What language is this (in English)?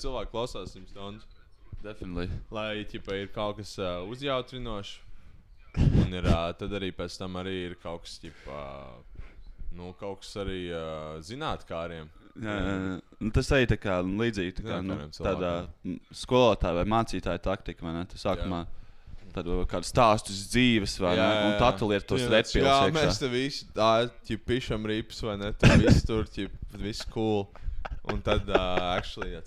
Latvian